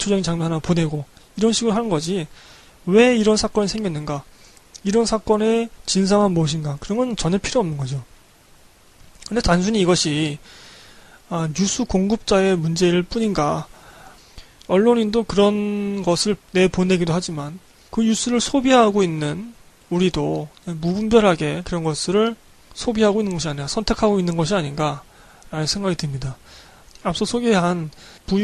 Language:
Korean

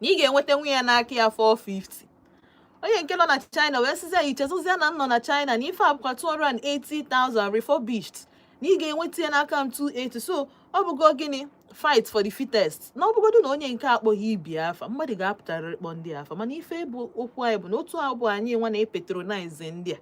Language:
Igbo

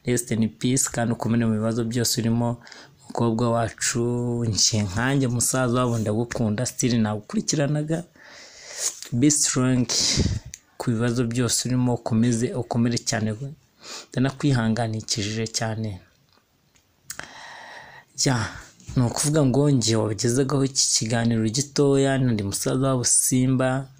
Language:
Kinyarwanda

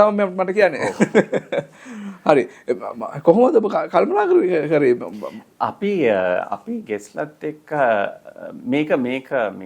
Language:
Sinhala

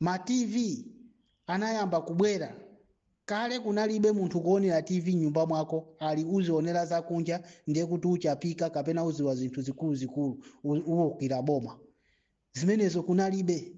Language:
Nyanja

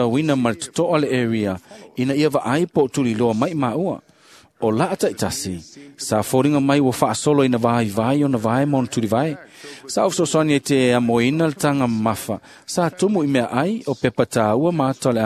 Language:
Samoan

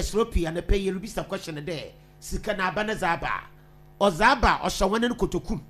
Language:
Akan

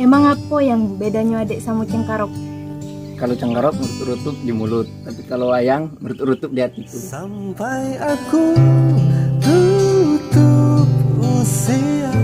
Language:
Musi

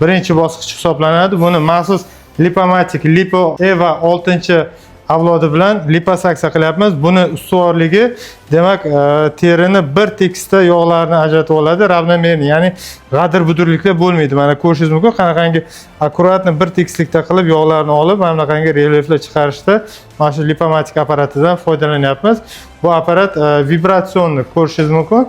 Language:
Uzbek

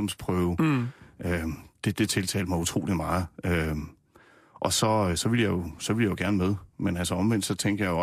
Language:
Danish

